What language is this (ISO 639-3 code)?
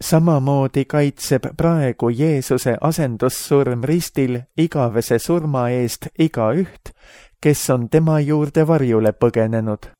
est